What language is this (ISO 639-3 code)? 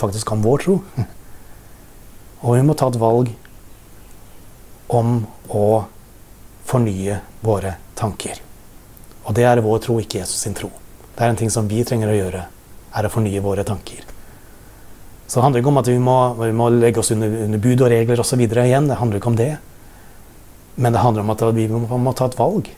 nor